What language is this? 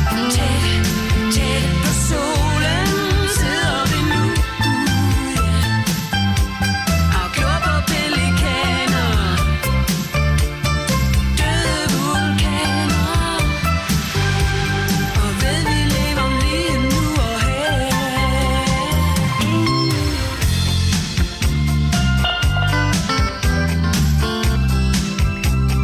Danish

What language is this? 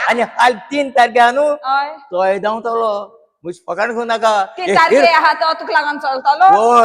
Konkani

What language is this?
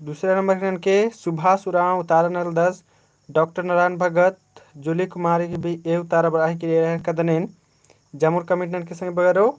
Kurukh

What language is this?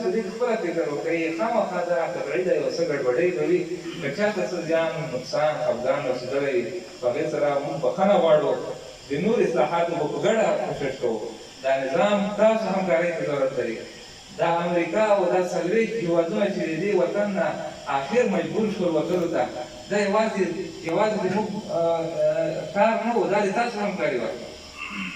Pashto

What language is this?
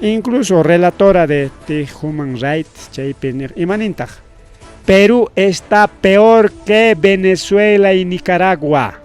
Ayacucho Quechua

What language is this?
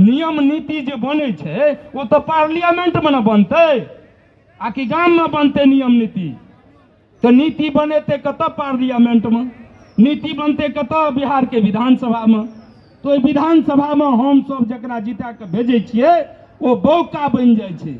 Maithili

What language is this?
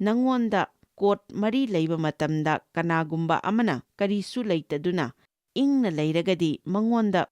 Manipuri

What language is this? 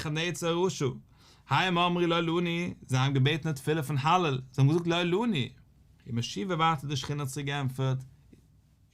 Yiddish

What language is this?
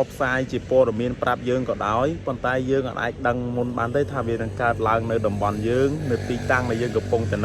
Khmer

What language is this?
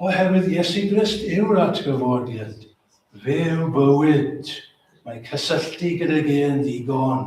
Welsh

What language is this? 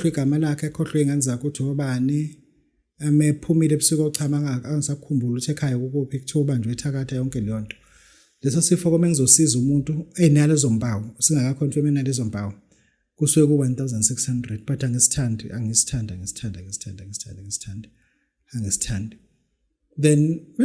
Zulu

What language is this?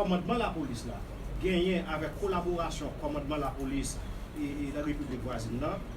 Haitian Creole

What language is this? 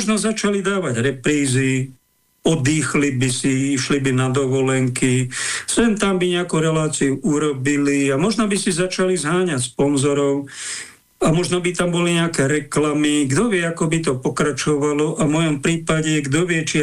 Slovak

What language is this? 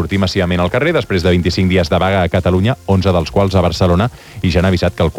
Catalan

